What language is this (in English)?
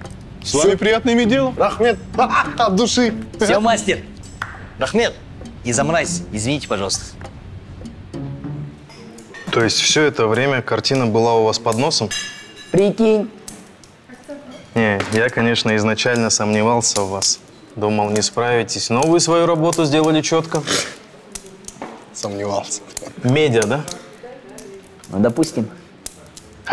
Russian